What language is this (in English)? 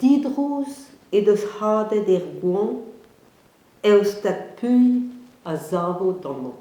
Breton